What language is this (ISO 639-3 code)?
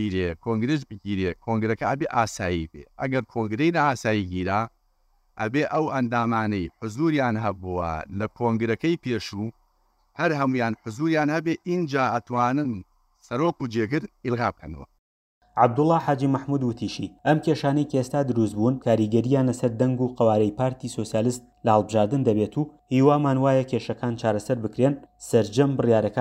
ckb